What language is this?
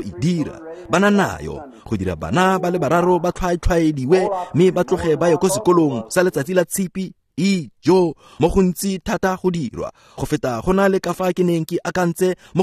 Tswana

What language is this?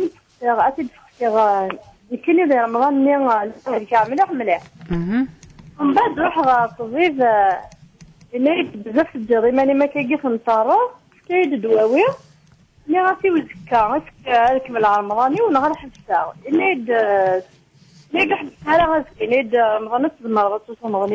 Kabyle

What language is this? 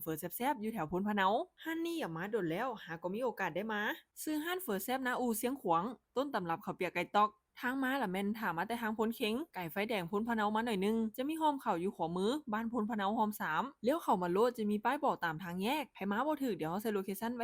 Lao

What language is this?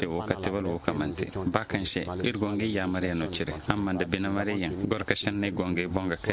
Koyraboro Senni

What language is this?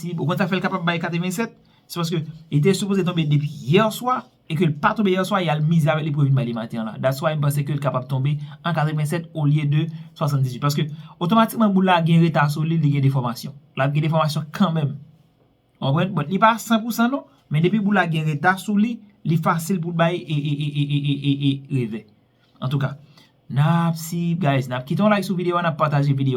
Haitian Creole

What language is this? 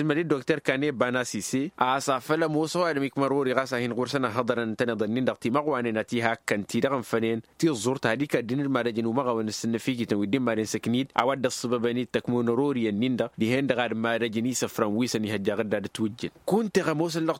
Tamasheq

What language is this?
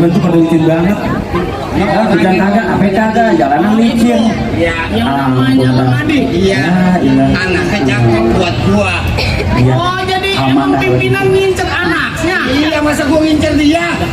Betawi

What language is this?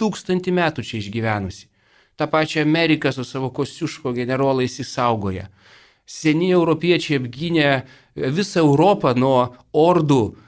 Lithuanian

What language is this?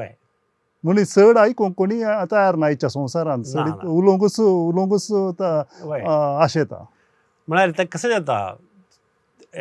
Konkani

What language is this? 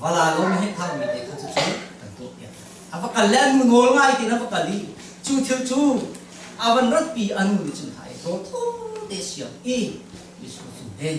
Hakha Chin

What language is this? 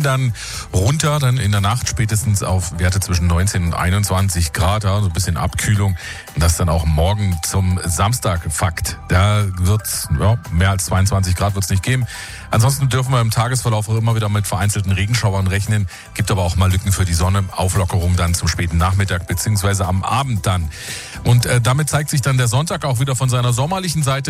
German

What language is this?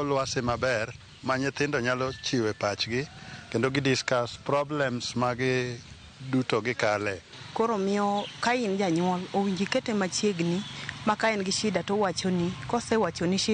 Luo (Kenya and Tanzania)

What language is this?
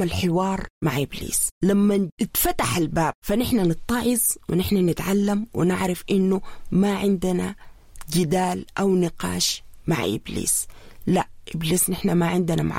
Sudanese Arabic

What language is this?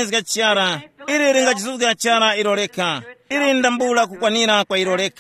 Tumbuka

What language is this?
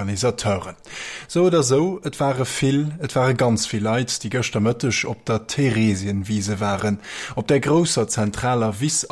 Luxembourgish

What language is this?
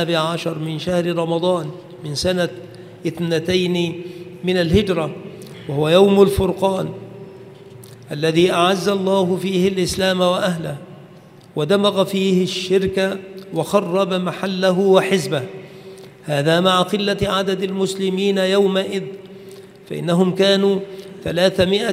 Arabic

